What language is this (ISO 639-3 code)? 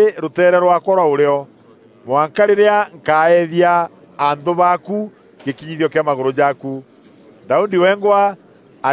mer